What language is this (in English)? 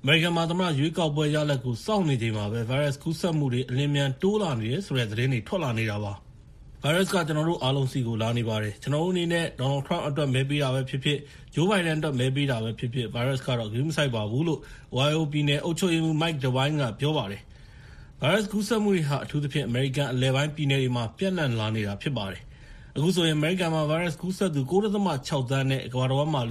Burmese